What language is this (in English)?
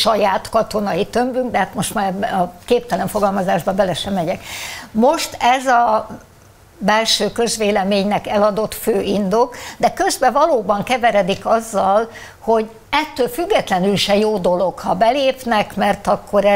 Hungarian